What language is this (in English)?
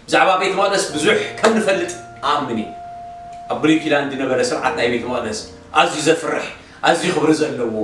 Tigrinya